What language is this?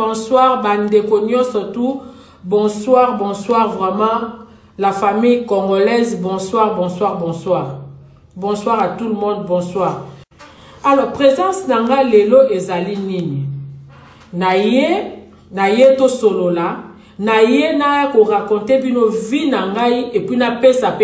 Lingala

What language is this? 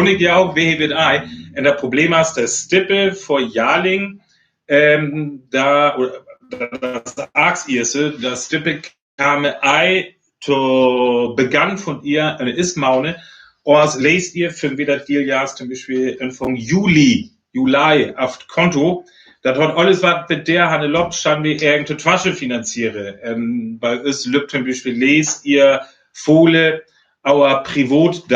Northern Frisian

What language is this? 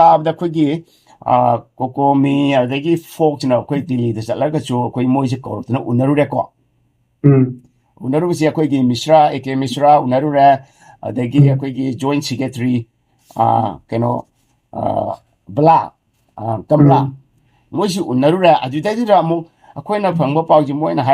Manipuri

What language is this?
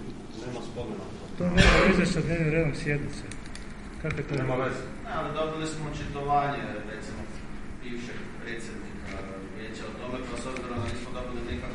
Croatian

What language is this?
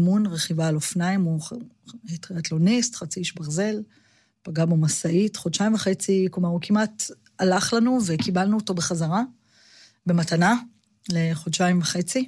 Hebrew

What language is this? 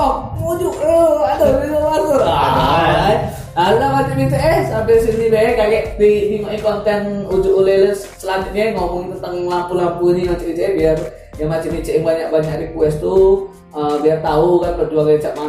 Musi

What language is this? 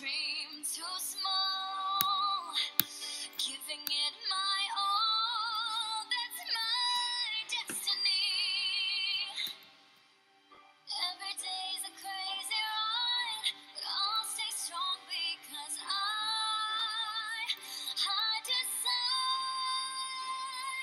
English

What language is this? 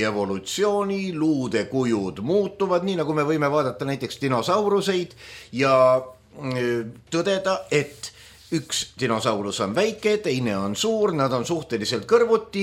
Estonian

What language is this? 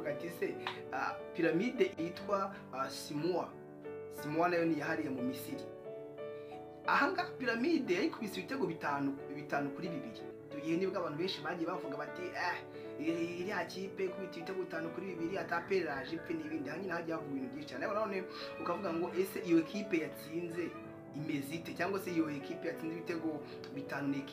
Kinyarwanda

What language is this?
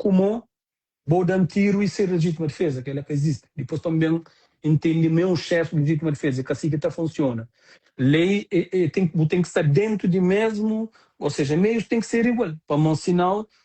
Kabuverdianu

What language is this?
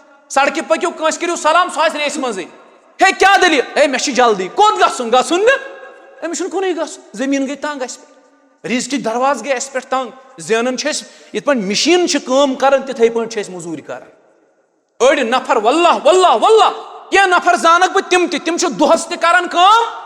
Kashmiri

